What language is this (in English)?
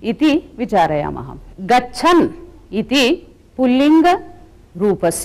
Sanskrit